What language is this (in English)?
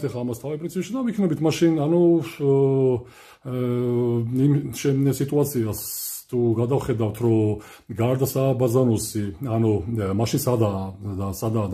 Georgian